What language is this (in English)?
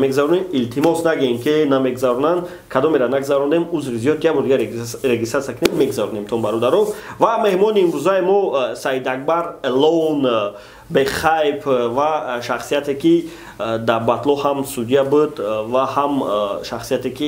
Tajik